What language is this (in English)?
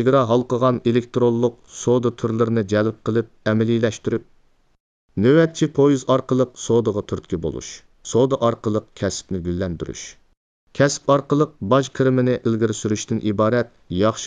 Uyghur